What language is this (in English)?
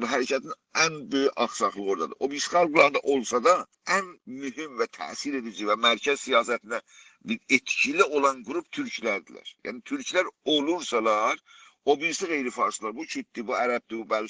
South Azerbaijani